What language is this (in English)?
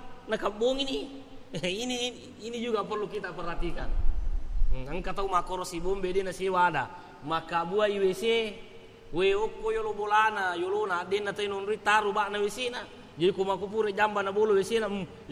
Buginese